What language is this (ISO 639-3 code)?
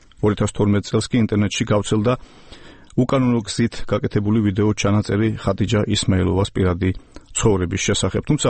kat